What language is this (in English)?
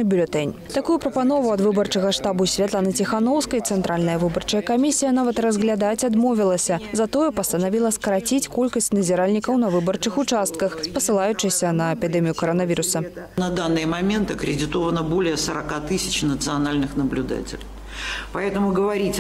Belarusian